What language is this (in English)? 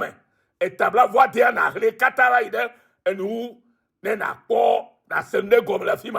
Ewe